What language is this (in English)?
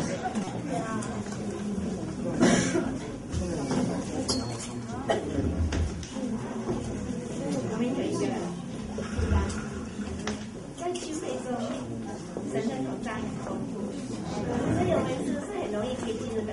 Chinese